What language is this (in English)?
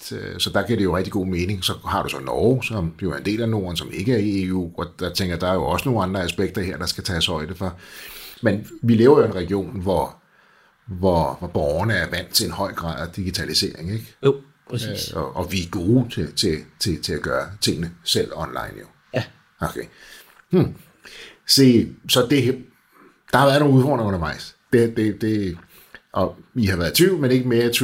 Danish